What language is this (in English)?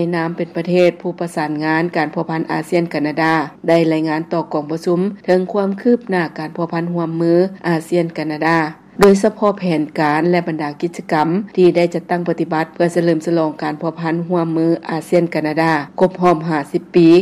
Lao